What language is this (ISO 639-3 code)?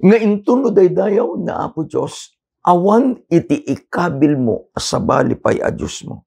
ilo